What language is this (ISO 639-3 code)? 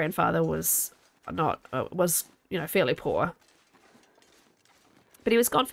eng